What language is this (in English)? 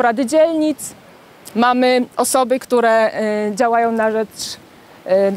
Polish